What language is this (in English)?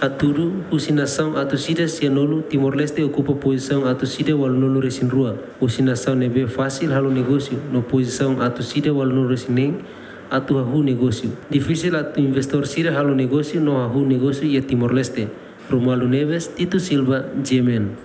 Tetum